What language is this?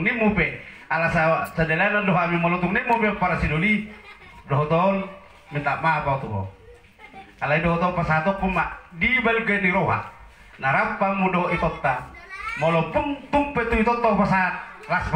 Batak Toba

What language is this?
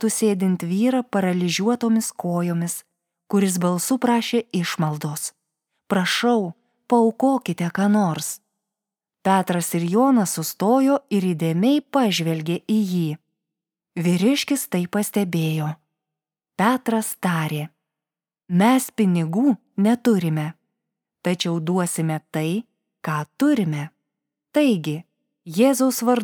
Lithuanian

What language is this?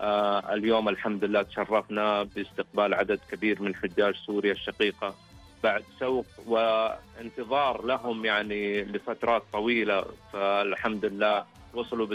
Najdi Arabic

